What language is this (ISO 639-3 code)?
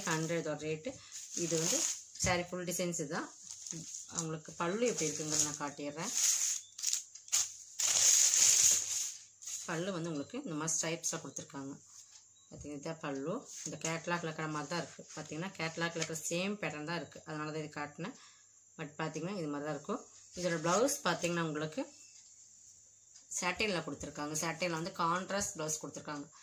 tam